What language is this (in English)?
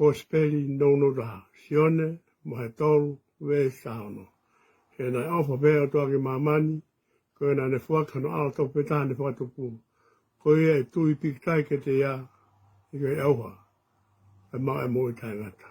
Tongan